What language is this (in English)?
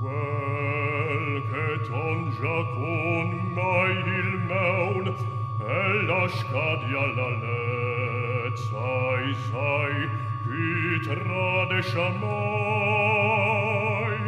Romansh